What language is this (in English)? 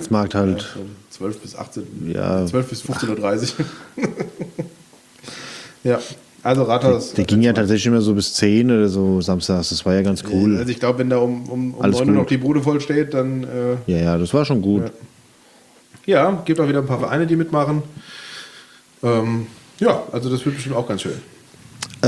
German